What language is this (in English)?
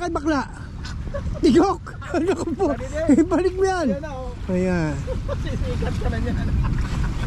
Filipino